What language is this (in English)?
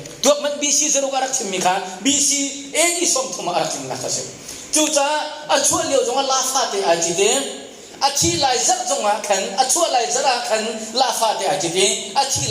Hakha Chin